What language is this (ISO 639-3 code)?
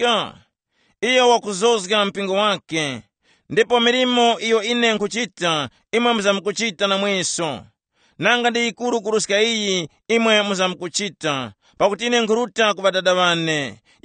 tum